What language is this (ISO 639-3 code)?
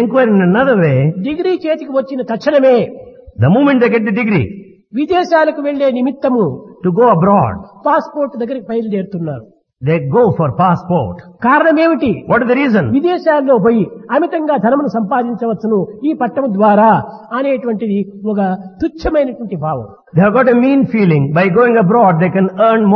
tel